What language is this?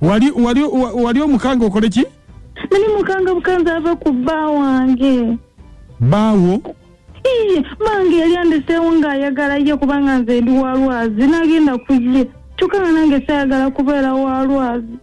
Ganda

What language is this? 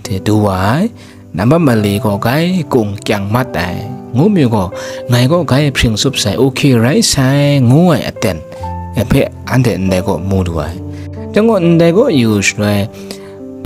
Kachin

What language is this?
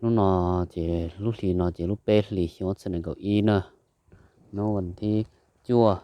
Hmong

